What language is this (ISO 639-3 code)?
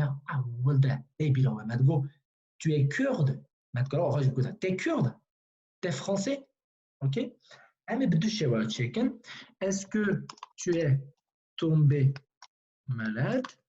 kur